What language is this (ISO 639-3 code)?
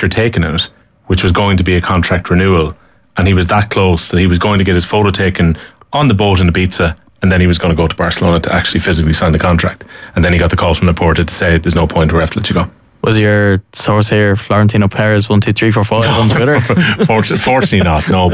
eng